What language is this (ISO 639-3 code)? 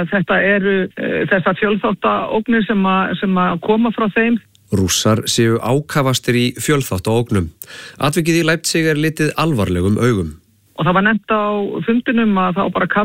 isl